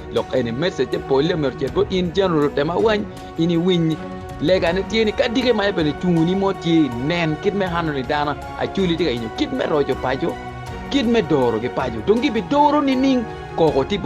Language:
Acoli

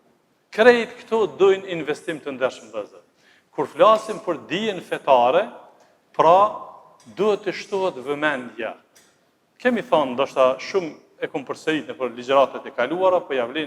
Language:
Albanian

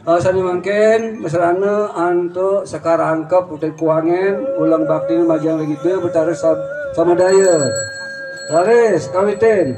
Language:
Balinese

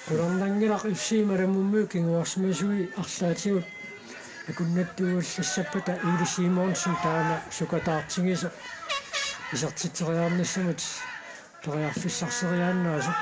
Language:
Kalaallisut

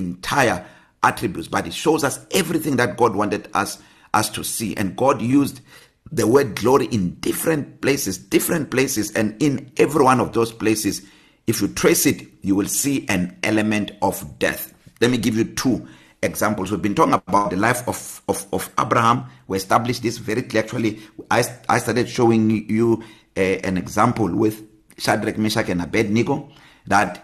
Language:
English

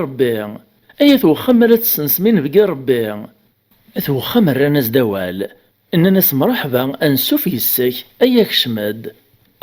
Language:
Kabyle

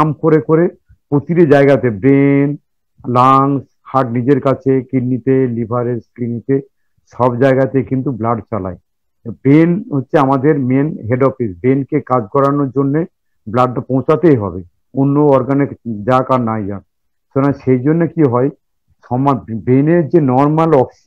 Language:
Bangla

